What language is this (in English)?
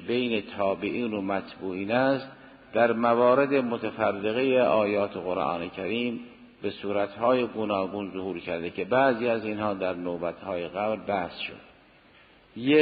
Persian